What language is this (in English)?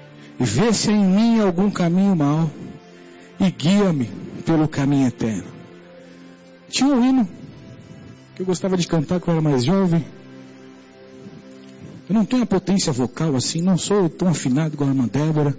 Portuguese